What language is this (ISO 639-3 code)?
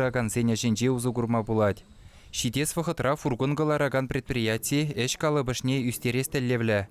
chv